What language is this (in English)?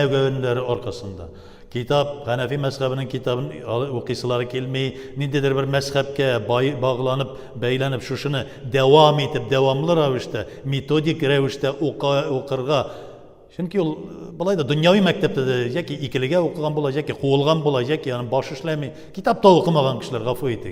Tatar